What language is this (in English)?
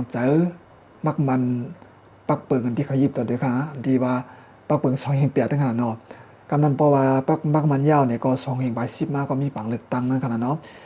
Shan